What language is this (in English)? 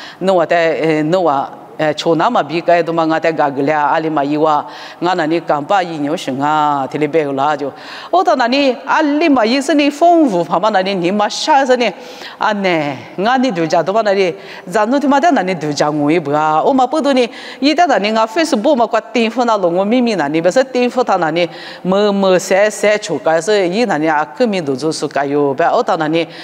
Lisu